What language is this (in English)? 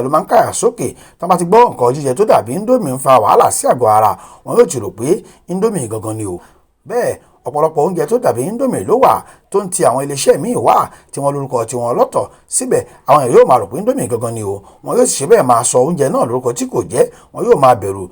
Yoruba